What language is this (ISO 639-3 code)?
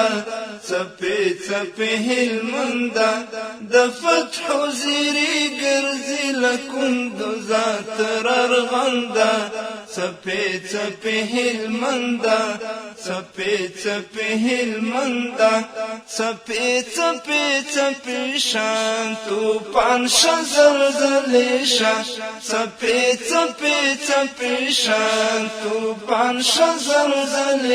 pus